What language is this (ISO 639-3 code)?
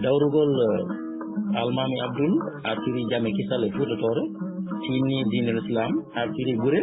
ful